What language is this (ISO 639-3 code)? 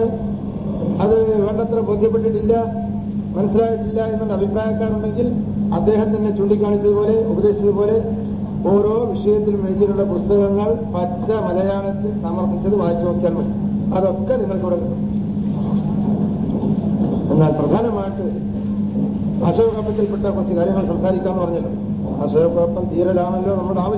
mal